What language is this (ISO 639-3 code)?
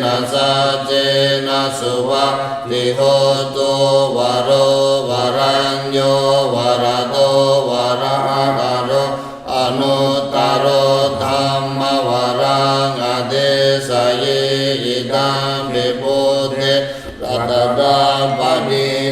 pli